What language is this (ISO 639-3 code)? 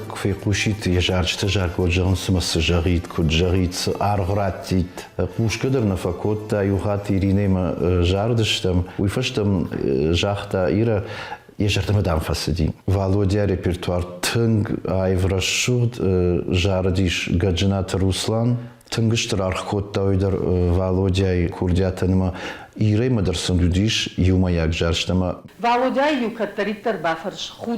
oss